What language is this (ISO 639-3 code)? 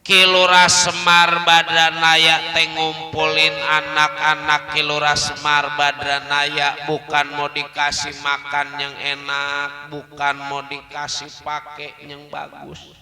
bew